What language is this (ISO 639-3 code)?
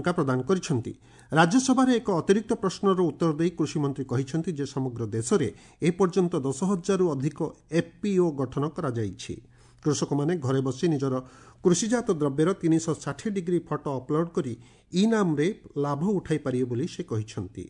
ori